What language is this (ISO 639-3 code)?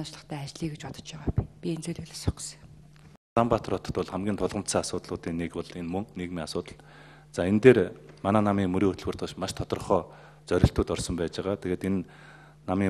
mon